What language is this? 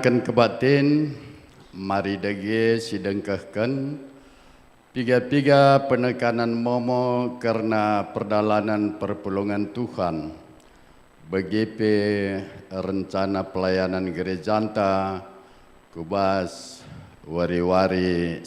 Batak Karo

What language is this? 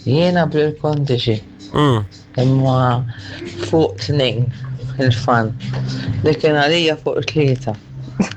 Maltese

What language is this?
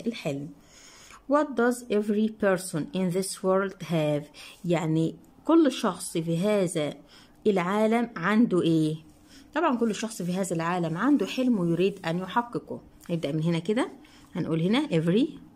Egyptian Arabic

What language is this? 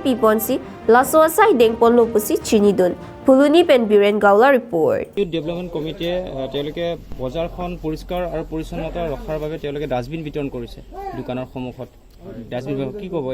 Karbi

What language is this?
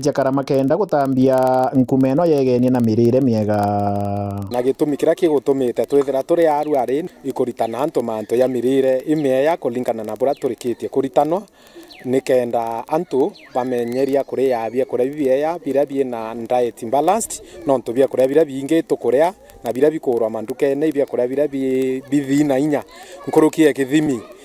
Meru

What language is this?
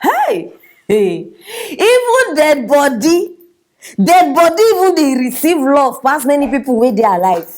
Nigerian Pidgin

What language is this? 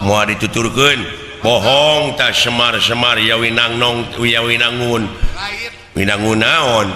Sundanese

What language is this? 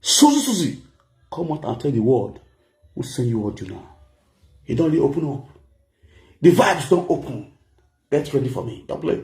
Nigerian Pidgin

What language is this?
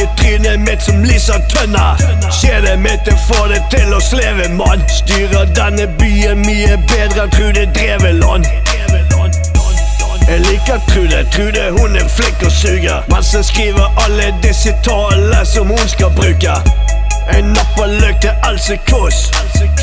Norwegian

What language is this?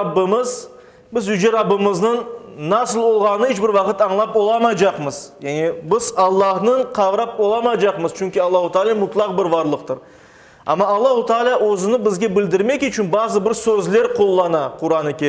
Crimean Tatar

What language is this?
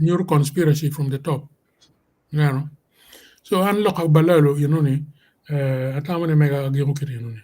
Acoli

